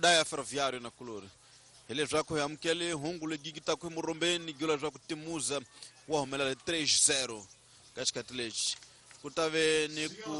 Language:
Tsonga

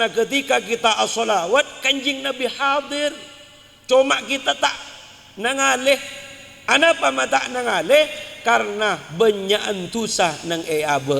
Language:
Madurese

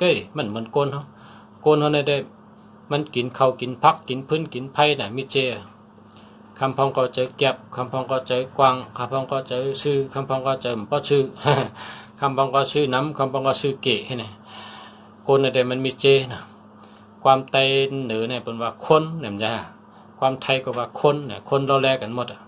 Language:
Shan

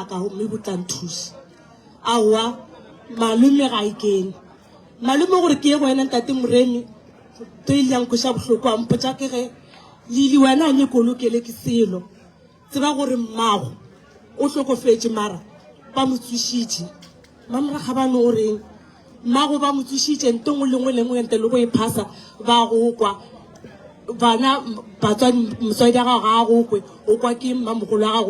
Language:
Northern Sotho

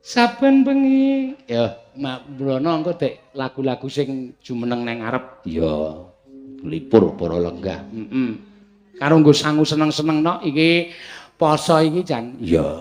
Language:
Javanese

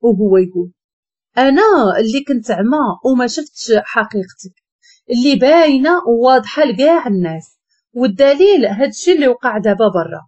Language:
Moroccan Arabic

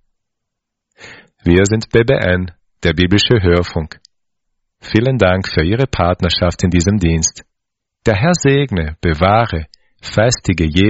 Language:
German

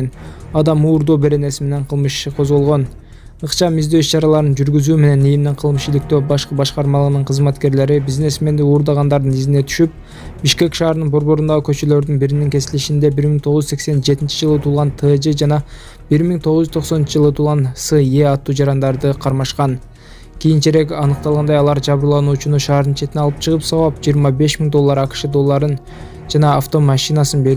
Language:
Kyrgyz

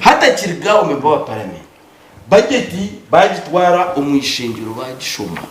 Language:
Nyankole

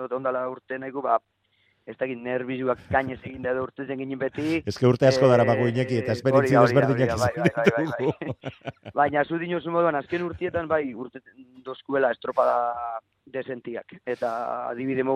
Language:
Basque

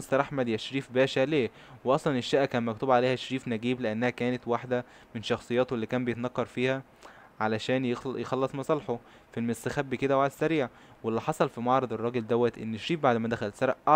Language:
Egyptian Arabic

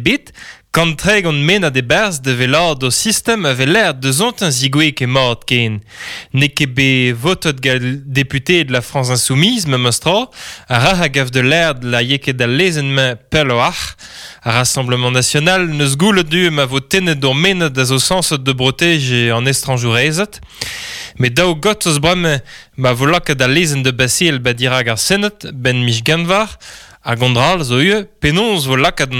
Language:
Breton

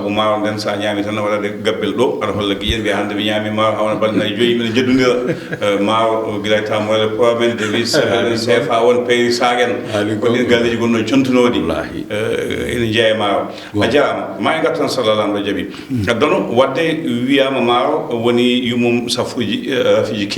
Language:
Fula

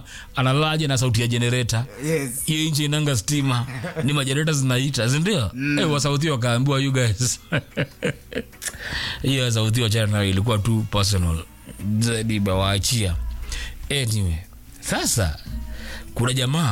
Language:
Swahili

